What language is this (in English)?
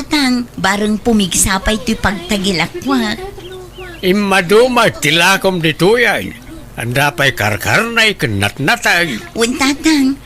Iloko